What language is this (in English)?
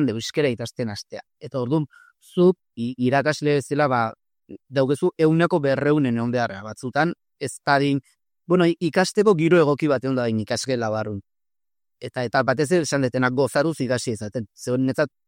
Basque